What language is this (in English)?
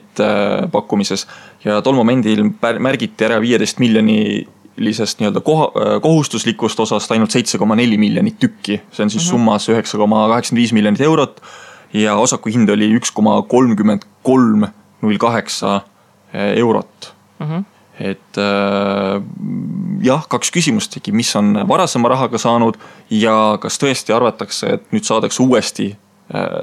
Estonian